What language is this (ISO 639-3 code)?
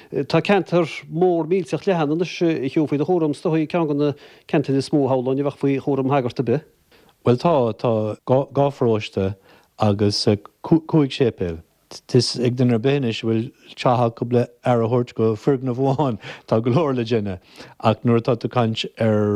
gle